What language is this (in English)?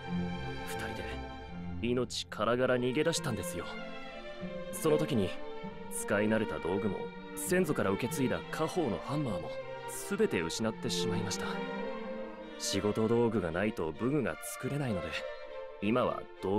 Japanese